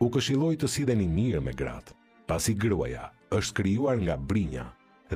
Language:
Albanian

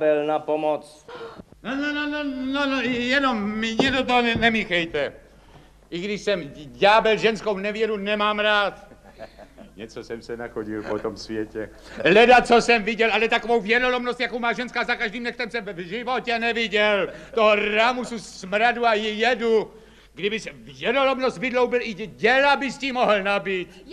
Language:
Czech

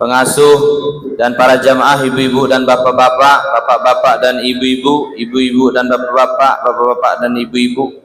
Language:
Sasak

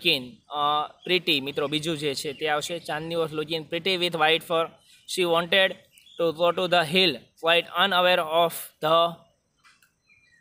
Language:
Gujarati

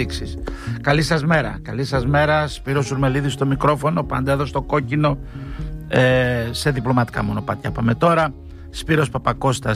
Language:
Greek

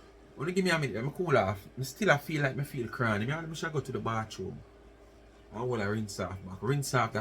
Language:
Jamaican Creole English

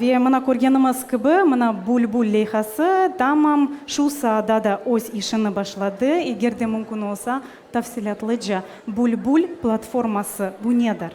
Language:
Crimean Tatar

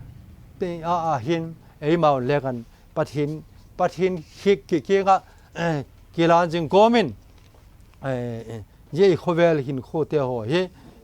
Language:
Vaiphei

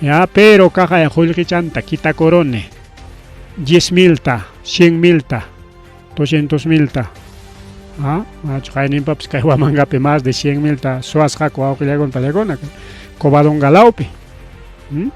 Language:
Ayacucho Quechua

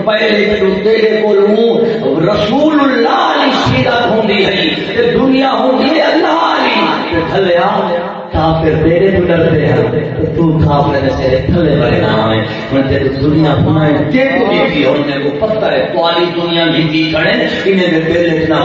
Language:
Saraiki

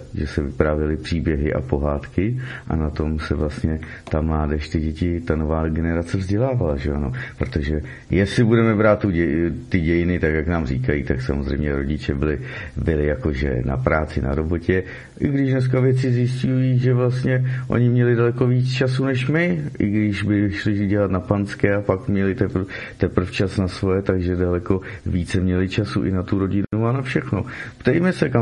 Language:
Czech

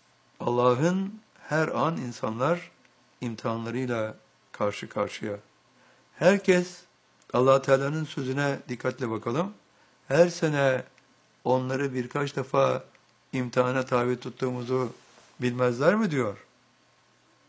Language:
Turkish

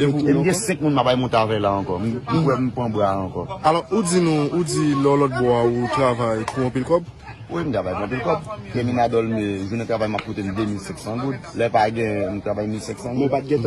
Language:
Haitian Creole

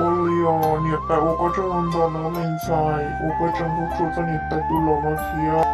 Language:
Hmong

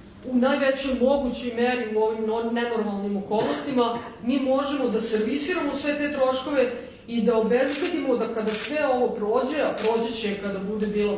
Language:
Serbian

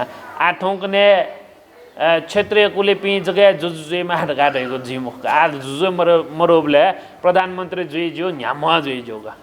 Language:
Newari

